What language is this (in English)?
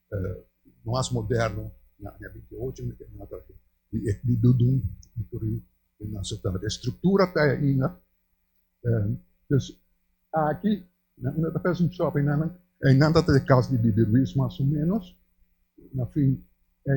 Papiamento